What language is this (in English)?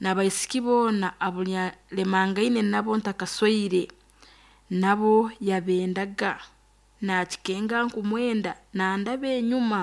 Nyoro